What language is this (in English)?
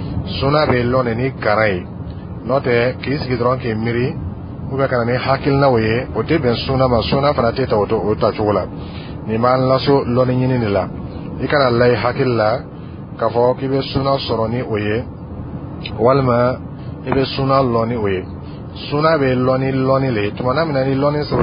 Dyula